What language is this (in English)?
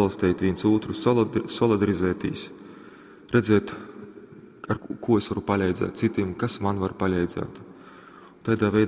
Latgalian